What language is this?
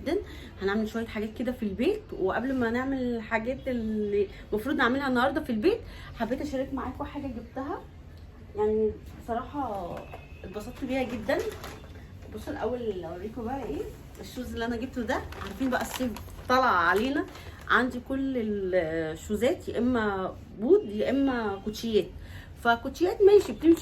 Egyptian Arabic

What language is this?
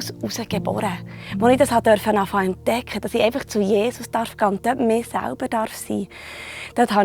Swiss German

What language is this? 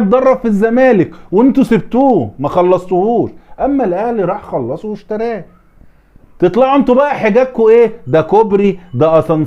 Egyptian Arabic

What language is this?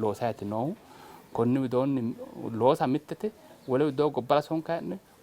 Sidamo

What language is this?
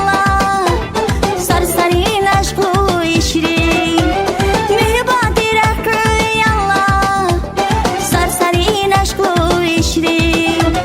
Tabassaran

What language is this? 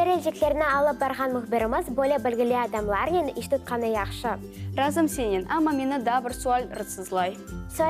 Crimean Tatar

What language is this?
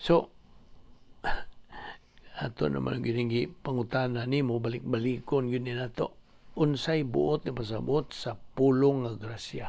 Cebuano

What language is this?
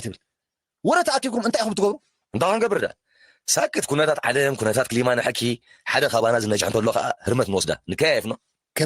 Tigrinya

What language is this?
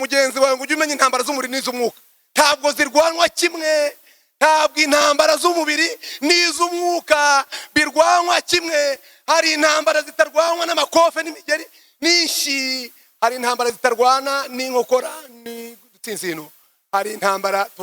Kinyarwanda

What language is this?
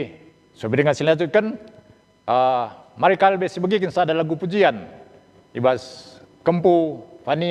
Batak Karo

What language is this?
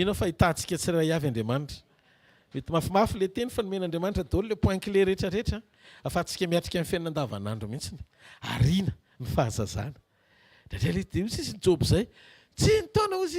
Malagasy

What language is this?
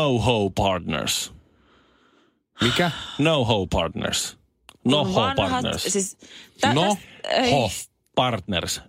Finnish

